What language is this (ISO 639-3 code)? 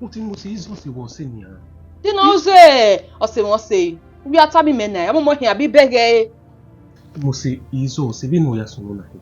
bin